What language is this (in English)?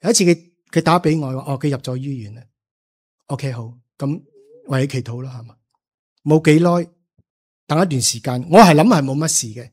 Cantonese